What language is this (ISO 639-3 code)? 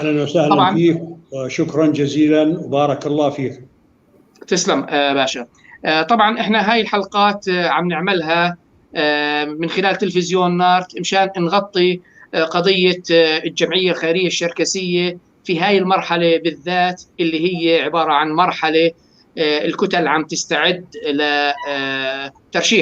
apc